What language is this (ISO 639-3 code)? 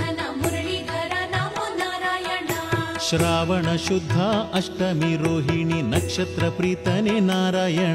kan